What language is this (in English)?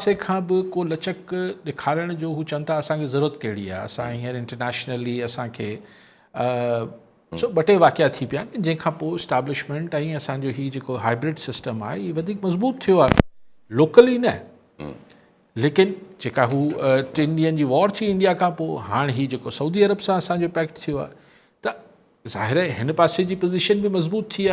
Sindhi